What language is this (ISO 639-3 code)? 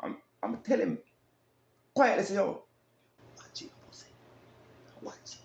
jam